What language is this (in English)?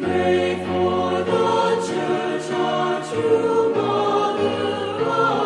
Pampanga